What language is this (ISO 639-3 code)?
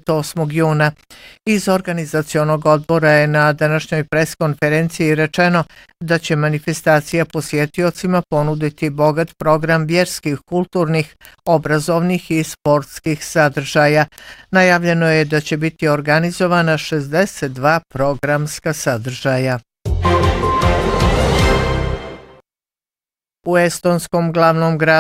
bos